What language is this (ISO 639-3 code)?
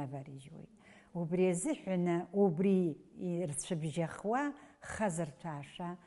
abk